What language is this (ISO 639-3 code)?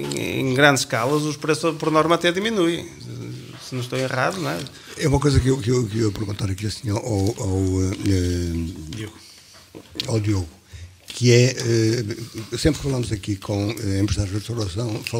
por